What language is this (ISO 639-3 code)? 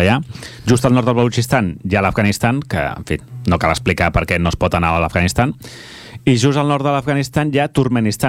cat